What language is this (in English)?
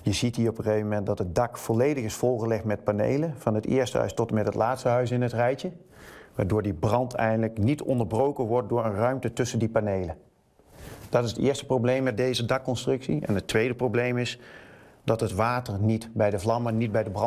Dutch